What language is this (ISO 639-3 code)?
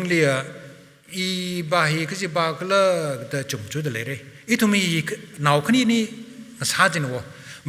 nmf